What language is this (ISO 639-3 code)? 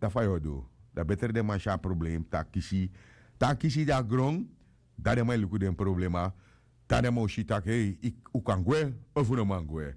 srn